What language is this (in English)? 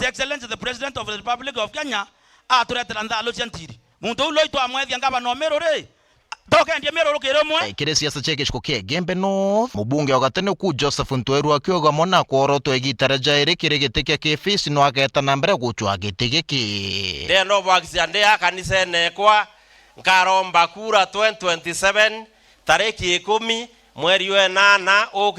Meru